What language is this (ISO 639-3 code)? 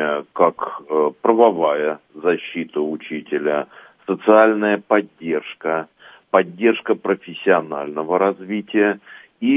rus